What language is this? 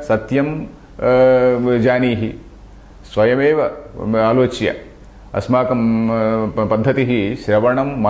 Sanskrit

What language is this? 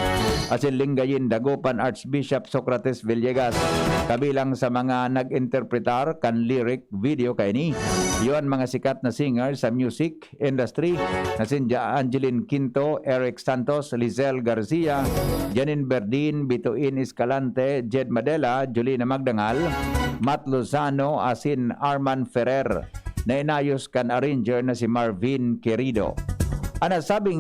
Bikol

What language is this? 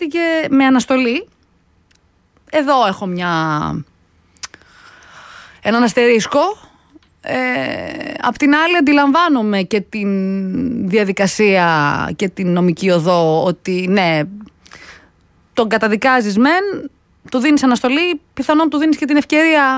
Greek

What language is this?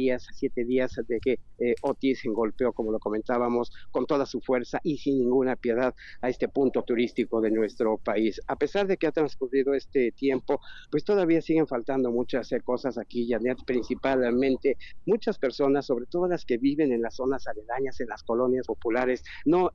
Spanish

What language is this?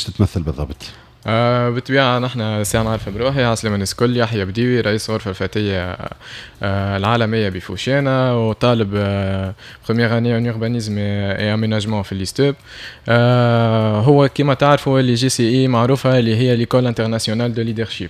Tunisian Arabic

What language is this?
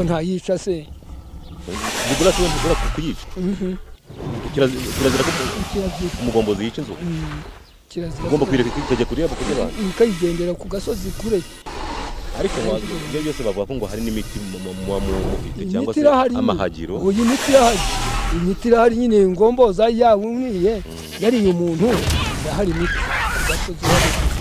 Kinyarwanda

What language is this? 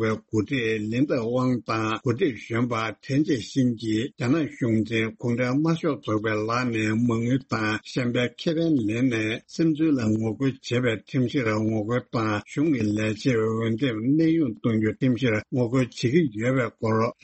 Tibetan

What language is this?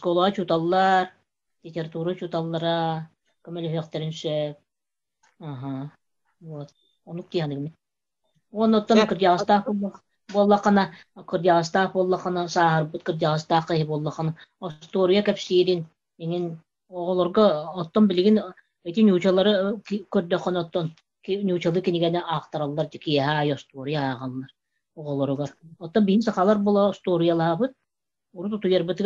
Yakut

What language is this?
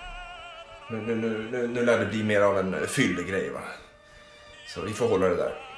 Swedish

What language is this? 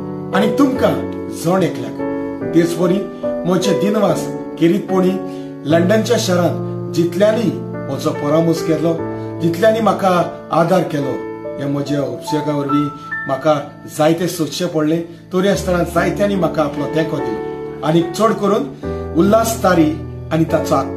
Konkani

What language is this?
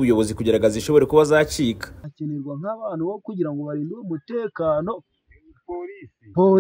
Kinyarwanda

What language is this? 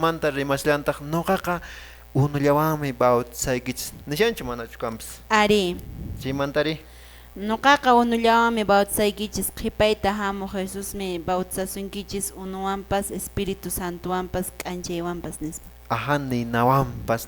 Quechua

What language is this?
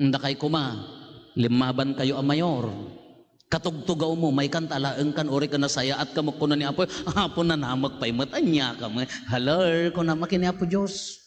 Iloko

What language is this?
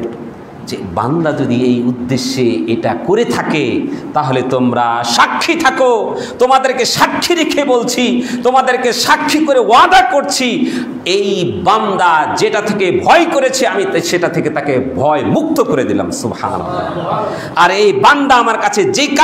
Bangla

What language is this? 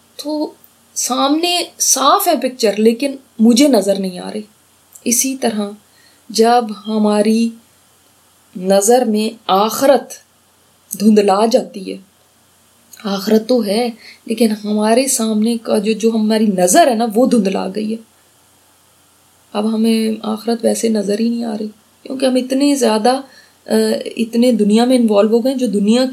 Urdu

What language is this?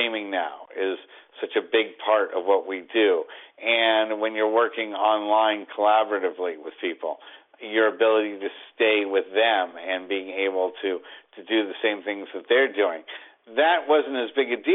English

